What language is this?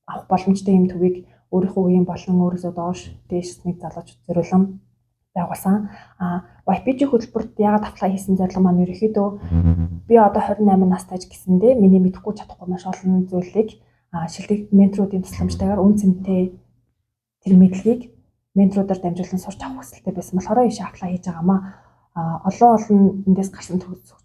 Mongolian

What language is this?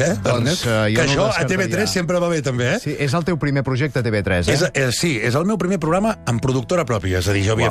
Catalan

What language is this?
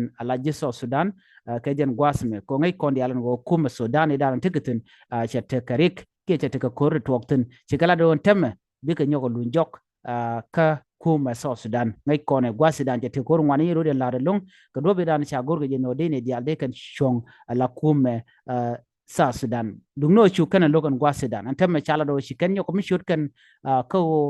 Nuer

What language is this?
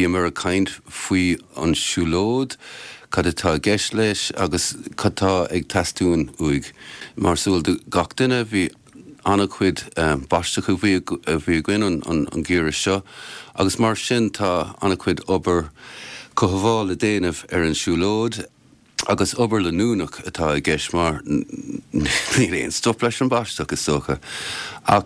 Irish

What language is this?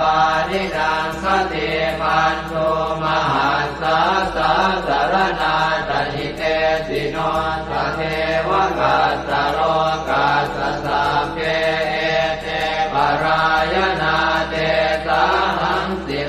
Pali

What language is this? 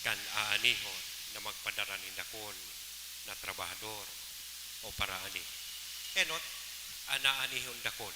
Bikol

